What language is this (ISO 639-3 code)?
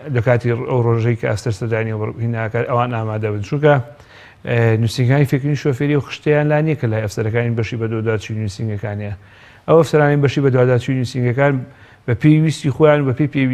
ckb